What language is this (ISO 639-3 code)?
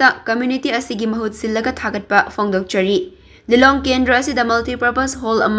mni